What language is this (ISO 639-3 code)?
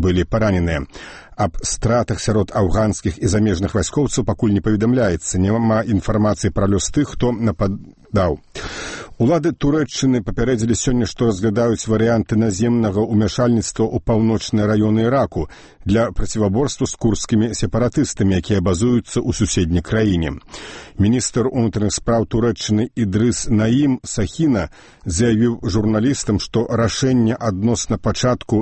bel